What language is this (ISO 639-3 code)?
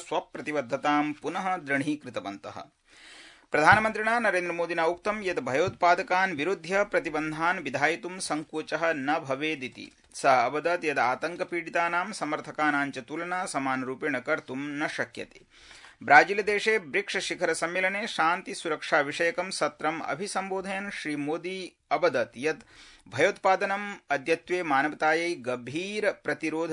san